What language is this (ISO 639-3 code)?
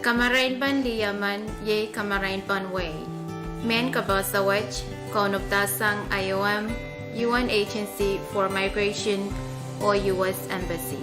pon